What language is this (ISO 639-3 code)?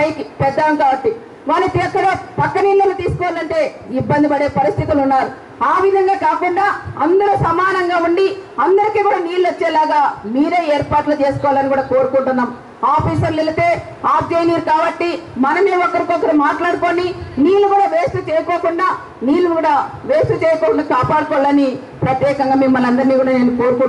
tel